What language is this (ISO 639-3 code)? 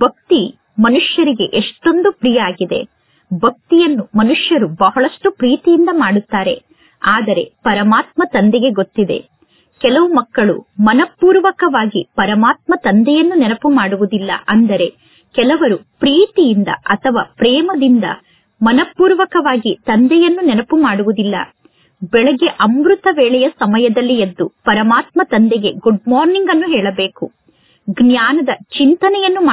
kan